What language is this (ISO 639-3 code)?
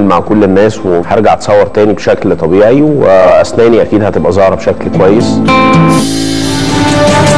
arz